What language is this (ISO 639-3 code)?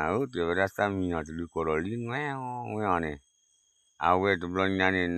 ksw